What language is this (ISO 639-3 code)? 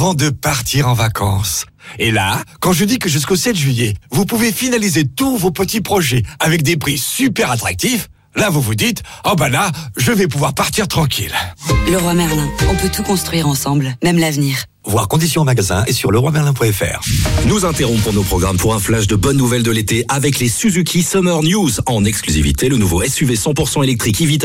fra